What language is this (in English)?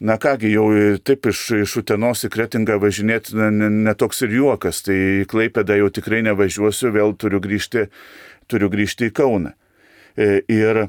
Lithuanian